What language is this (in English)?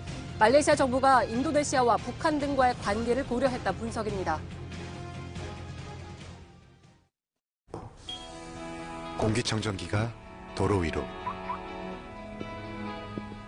Korean